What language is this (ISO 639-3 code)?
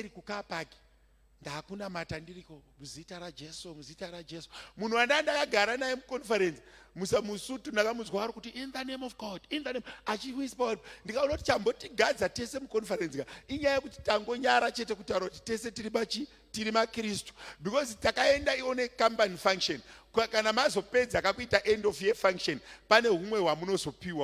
sna